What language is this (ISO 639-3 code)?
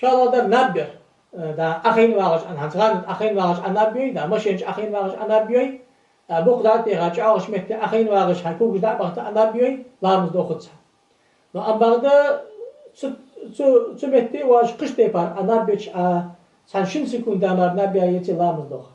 inh